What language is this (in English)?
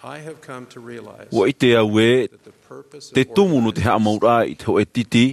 Tahitian